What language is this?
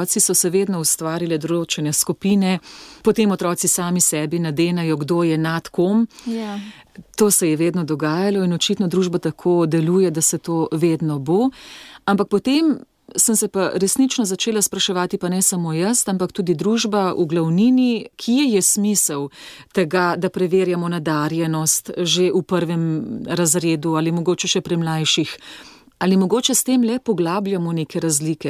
Slovenian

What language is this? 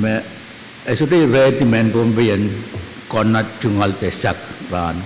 Pohnpeian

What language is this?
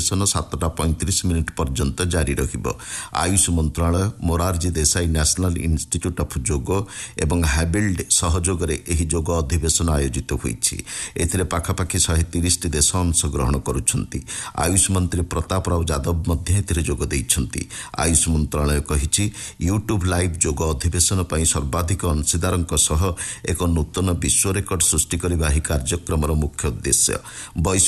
Odia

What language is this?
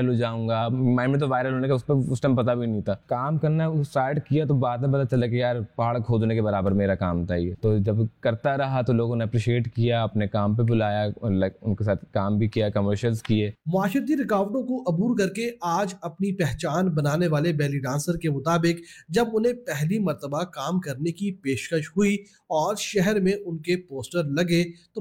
Urdu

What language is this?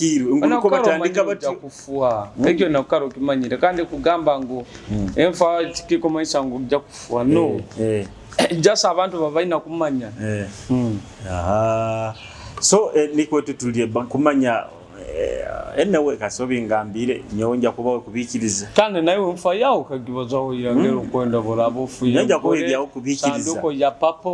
Nyoro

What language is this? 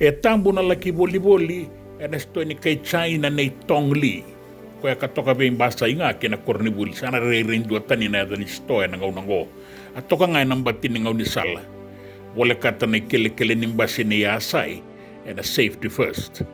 Fijian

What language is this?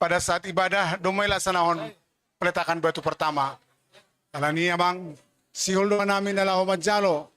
Batak Simalungun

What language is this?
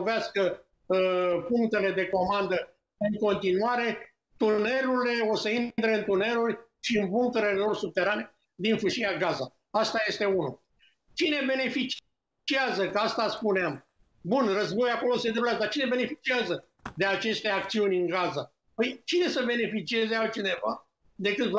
Romanian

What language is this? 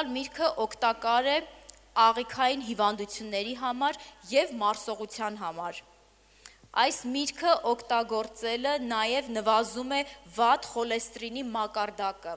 Armenian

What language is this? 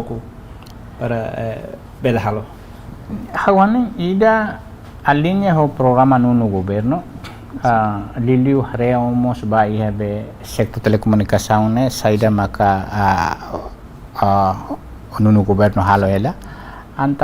Tetum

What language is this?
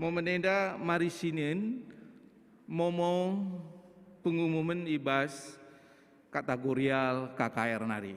Batak Karo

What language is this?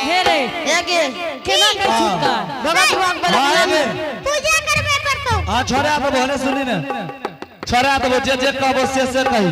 Angika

